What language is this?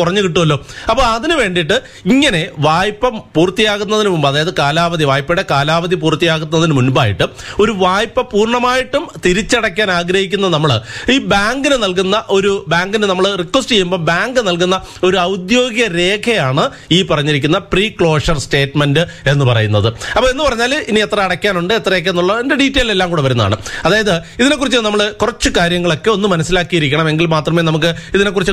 Malayalam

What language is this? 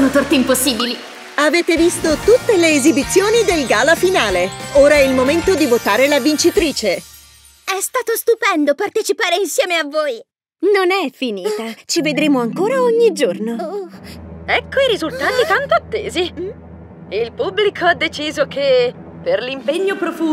Italian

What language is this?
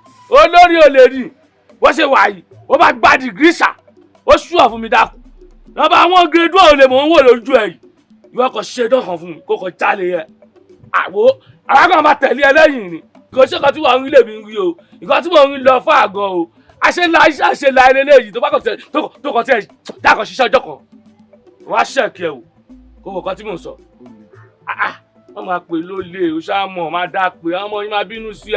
Yoruba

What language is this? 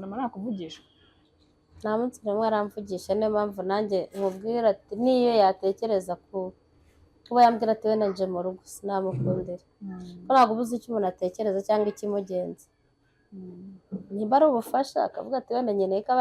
Kinyarwanda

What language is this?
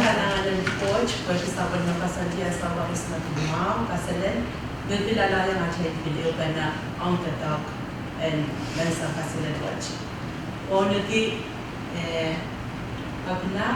Pohnpeian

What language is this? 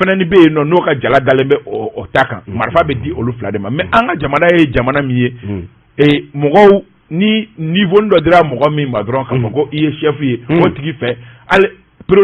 Bambara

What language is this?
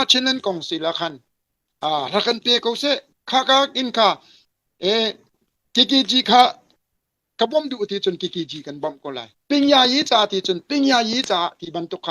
Hakha Chin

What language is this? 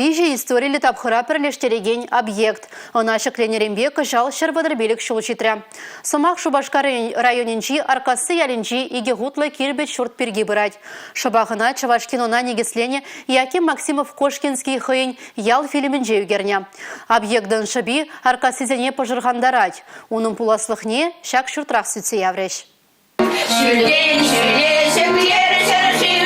Chuvash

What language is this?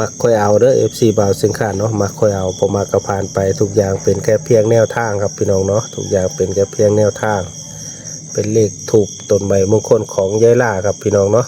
Northeastern Thai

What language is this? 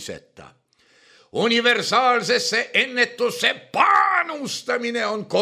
Estonian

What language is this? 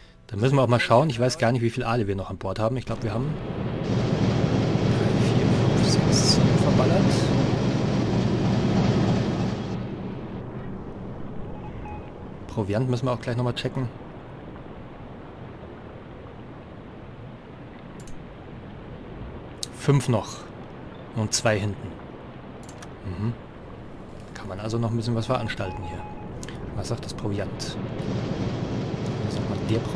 German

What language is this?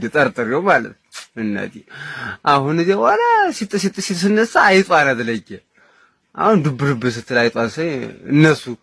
Amharic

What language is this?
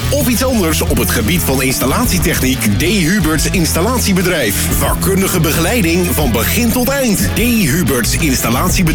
Dutch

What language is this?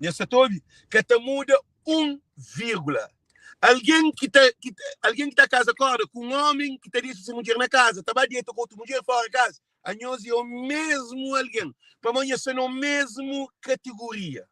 Kabuverdianu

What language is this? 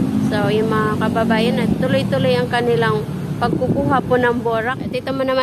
Filipino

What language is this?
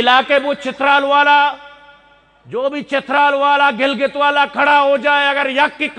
Eastern Balochi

